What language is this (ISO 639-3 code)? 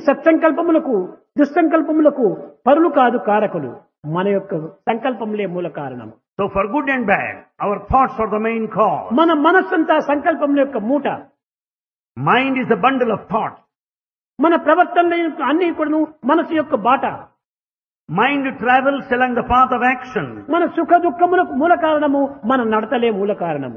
tel